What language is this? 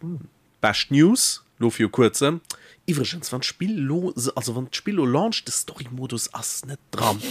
Luxembourgish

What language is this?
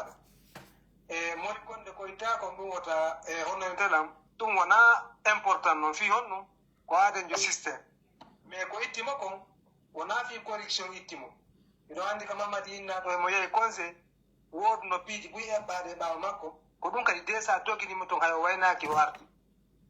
Pular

